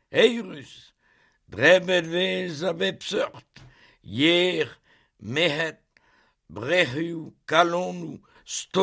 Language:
Breton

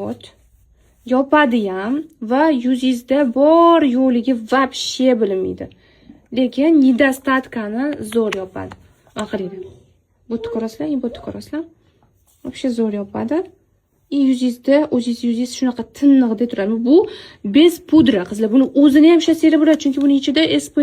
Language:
Uzbek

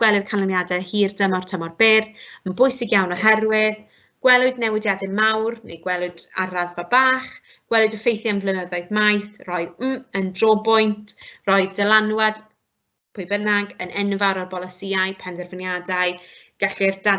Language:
Welsh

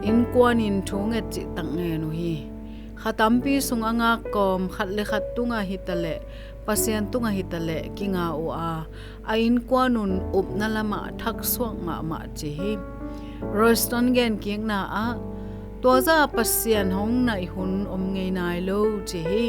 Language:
Tedim Chin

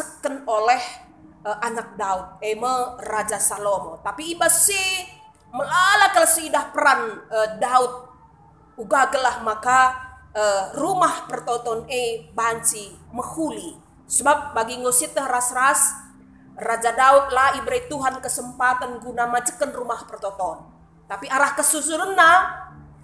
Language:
Batak Karo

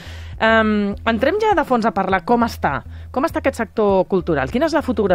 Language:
Catalan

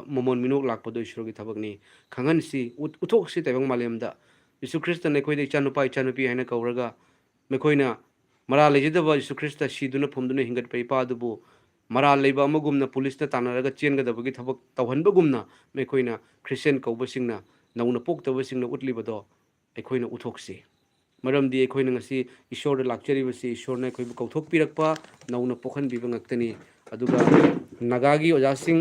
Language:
Manipuri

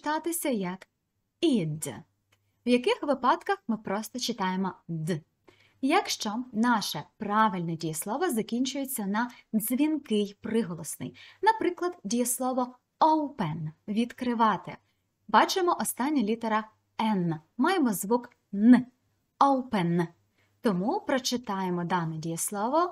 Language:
Ukrainian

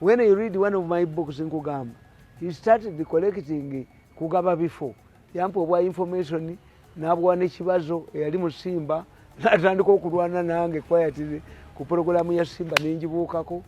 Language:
Ganda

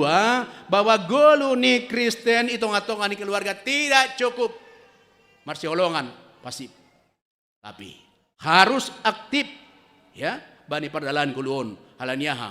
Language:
Batak Simalungun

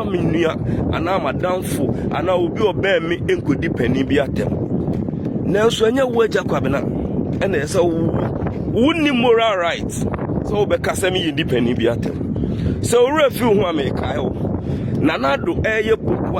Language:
Akan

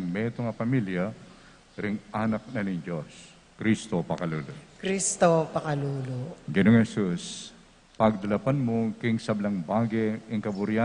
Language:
Pampanga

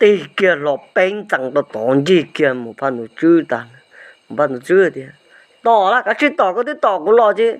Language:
Hmong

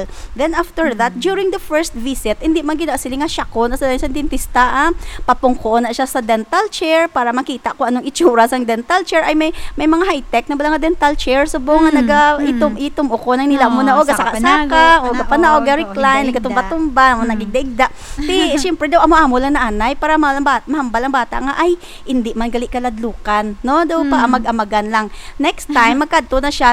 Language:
Hiligaynon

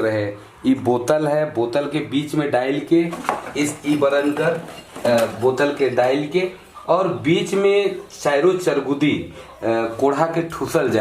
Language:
Sadri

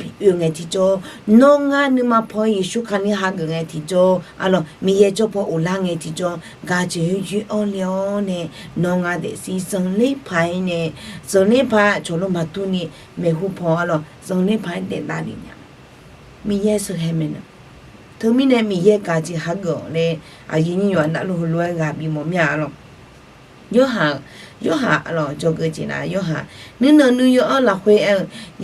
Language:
Akha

